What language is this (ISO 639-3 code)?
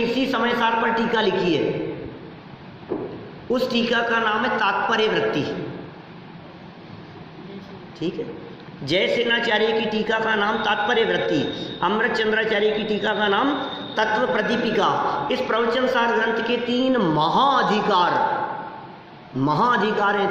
hin